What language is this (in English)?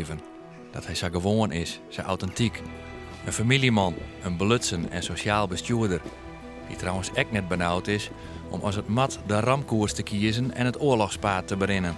Western Frisian